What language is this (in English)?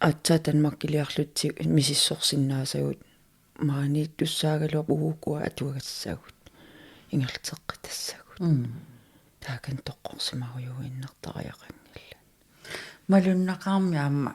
Kalaallisut